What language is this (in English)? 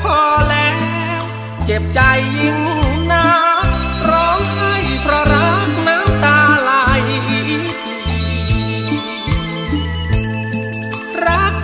Thai